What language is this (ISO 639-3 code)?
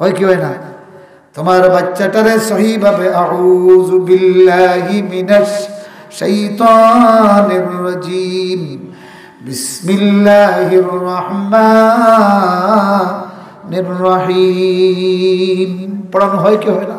syl